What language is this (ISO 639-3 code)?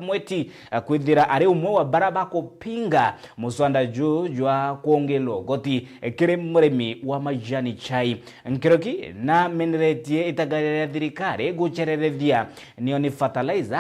mer